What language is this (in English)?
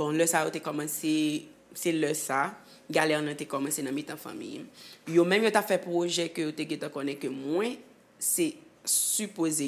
Haitian Creole